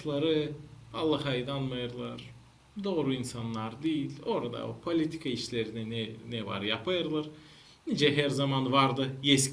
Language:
Gagauz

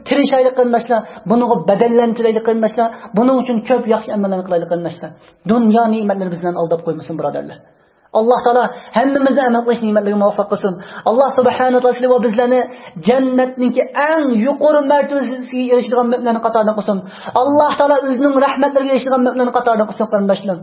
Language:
Uyghur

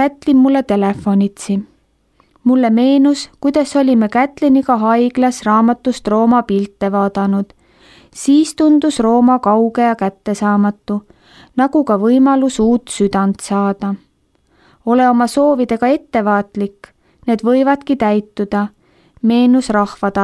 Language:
Estonian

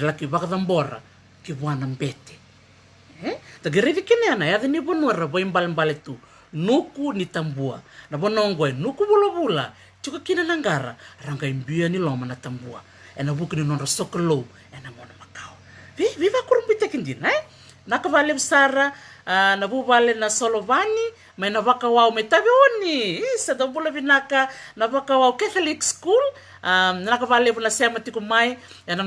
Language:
Fijian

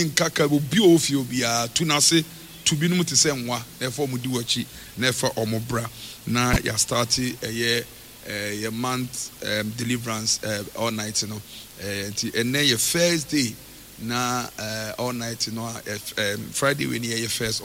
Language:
Akan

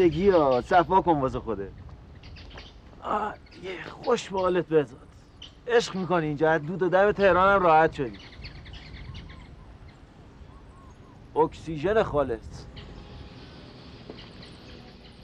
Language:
Persian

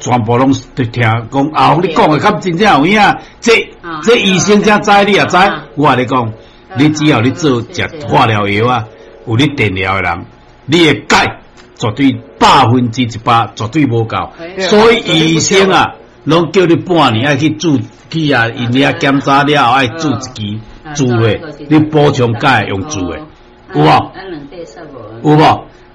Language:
Min Nan Chinese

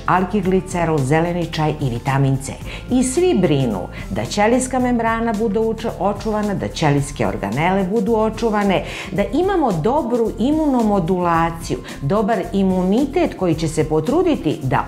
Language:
Serbian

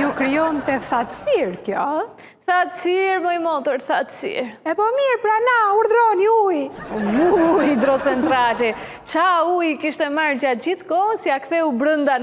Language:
Albanian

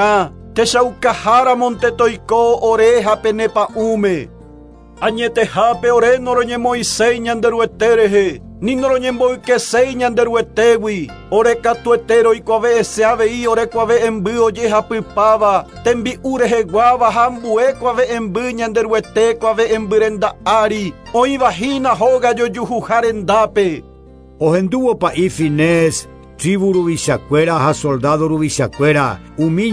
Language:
Guarani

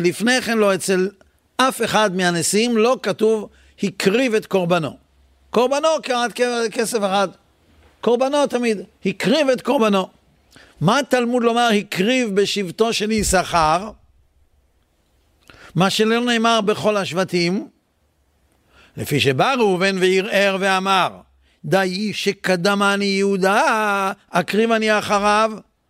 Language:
Hebrew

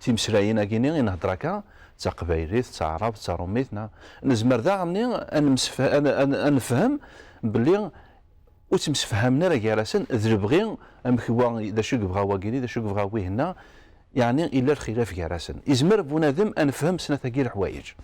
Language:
Kabyle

